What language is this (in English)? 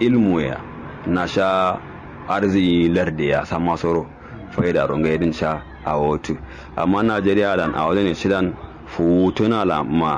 Kanuri